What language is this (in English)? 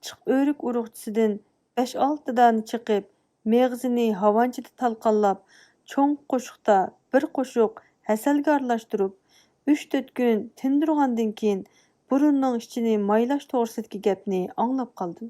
Uyghur